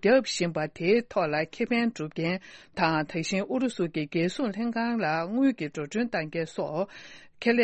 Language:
Tibetan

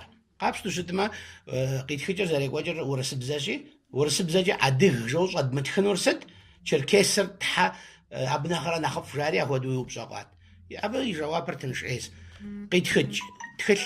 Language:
Kabardian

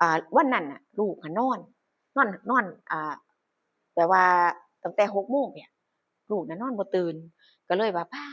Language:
Northeastern Thai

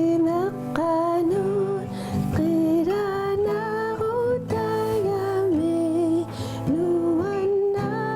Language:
Kalaallisut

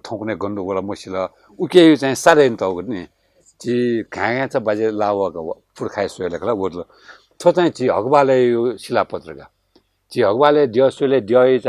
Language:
Newari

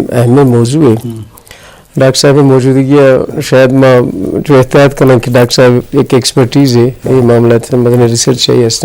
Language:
Eastern Balochi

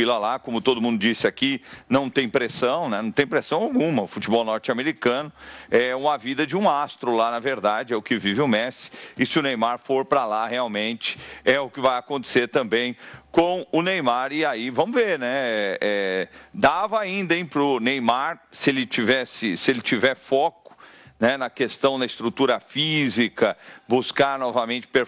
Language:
Portuguese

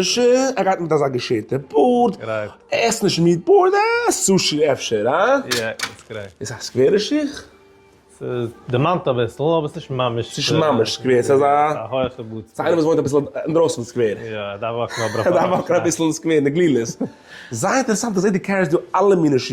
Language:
Yiddish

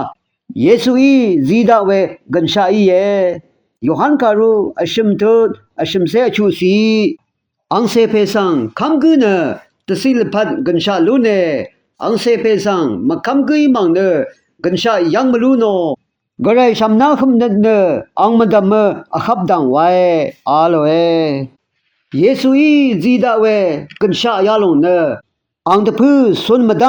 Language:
Rawang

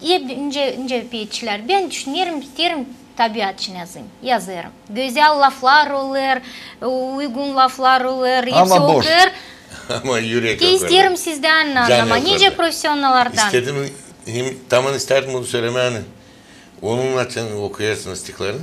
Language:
Gagauz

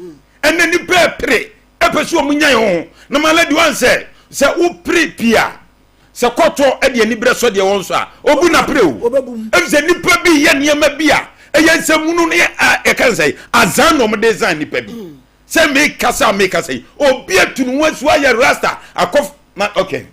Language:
Akan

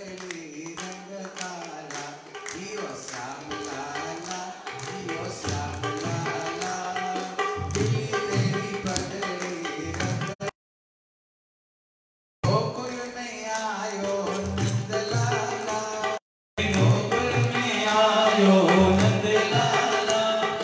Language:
Hindi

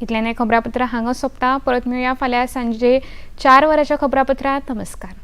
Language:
Konkani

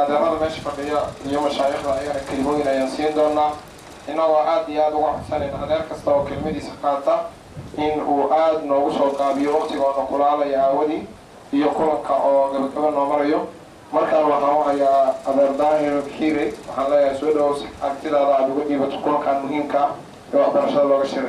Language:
Somali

